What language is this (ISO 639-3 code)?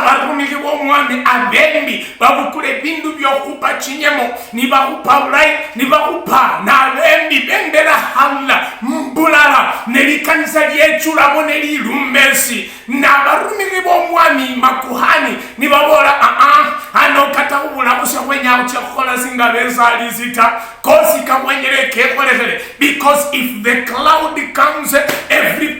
luy